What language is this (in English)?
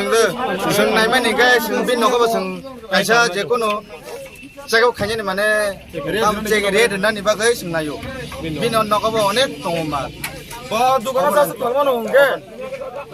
Kok Borok